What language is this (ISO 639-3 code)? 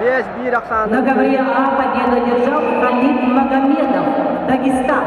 sah